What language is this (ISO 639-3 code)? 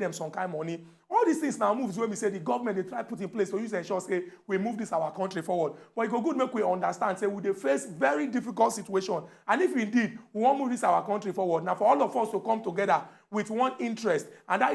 pcm